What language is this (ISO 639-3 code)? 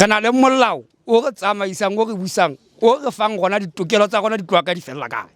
sot